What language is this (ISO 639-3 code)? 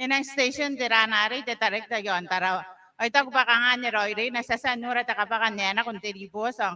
gil